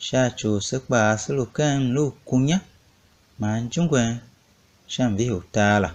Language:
Tiv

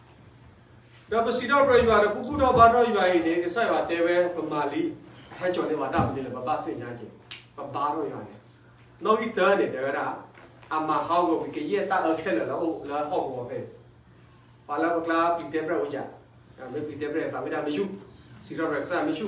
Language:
S'gaw Karen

